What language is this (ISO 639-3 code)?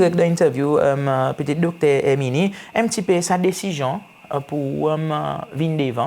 crs